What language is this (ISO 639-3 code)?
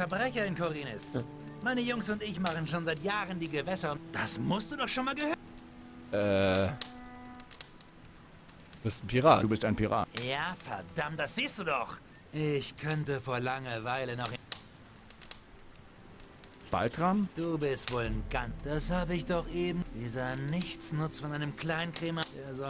deu